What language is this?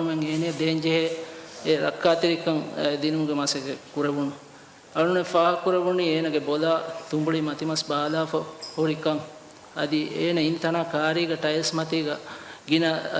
Divehi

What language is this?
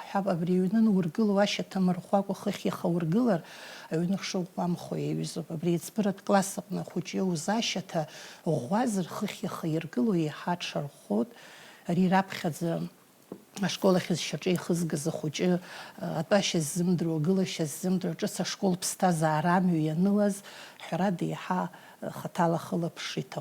Abkhazian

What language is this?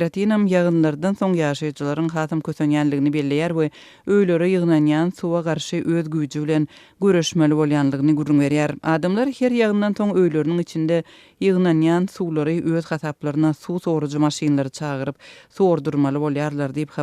Turkmen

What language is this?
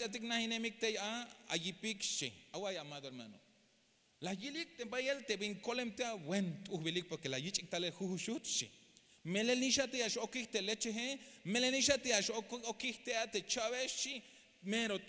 Tzeltal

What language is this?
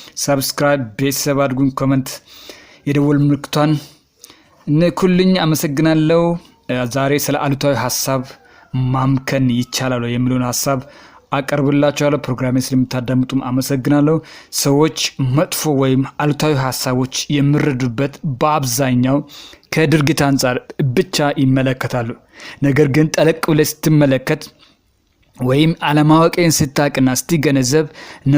Amharic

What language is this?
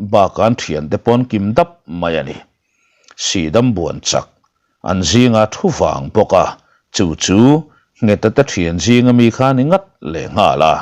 Mizo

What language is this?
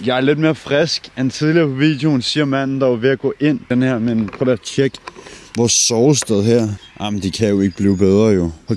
Danish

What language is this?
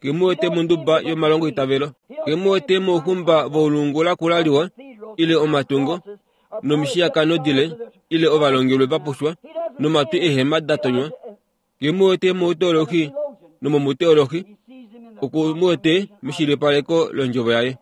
Kuanyama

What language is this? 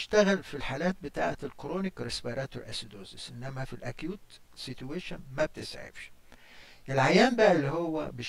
Egyptian Arabic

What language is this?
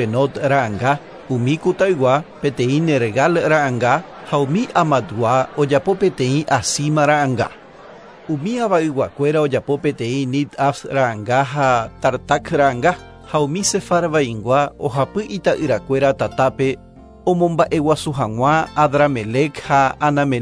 Guarani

